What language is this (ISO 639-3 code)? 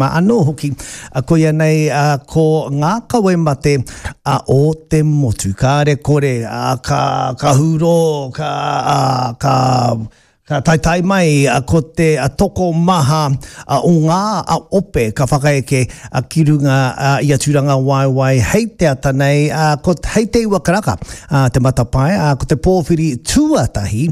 mri